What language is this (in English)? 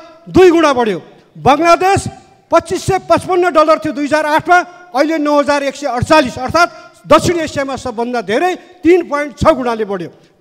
Nepali